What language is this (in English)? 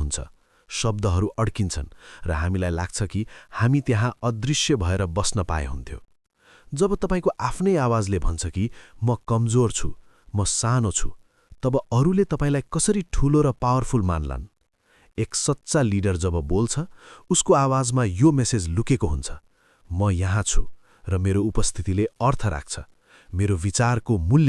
Nepali